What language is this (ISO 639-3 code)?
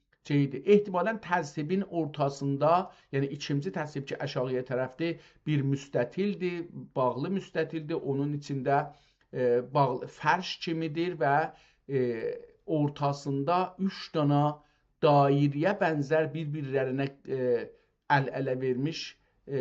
azb